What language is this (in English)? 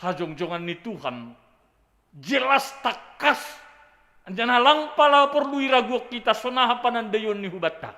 Batak Simalungun